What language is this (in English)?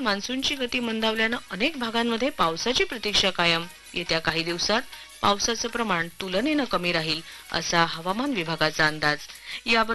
Marathi